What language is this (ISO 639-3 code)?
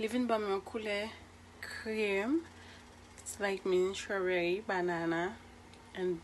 hat